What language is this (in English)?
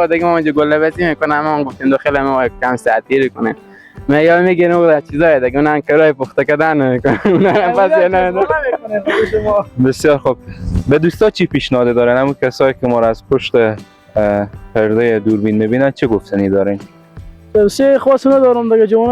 Persian